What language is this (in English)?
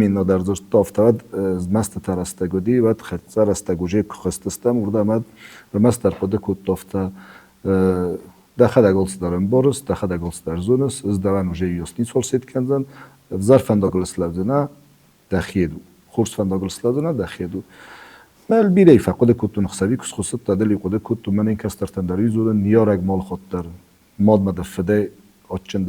Ossetic